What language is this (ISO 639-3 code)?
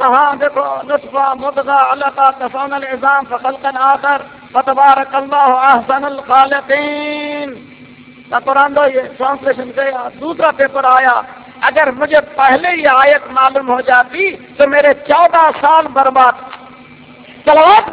urd